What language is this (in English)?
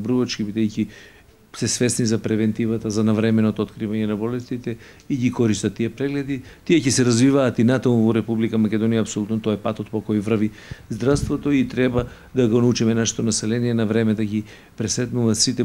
Macedonian